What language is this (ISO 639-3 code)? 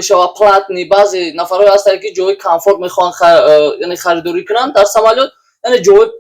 tgk